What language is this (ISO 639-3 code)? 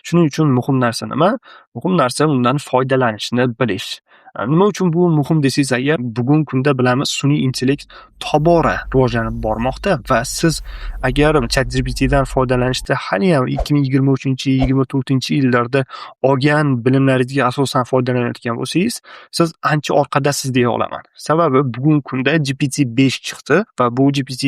uzb